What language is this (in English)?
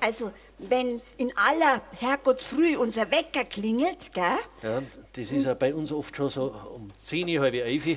Bavarian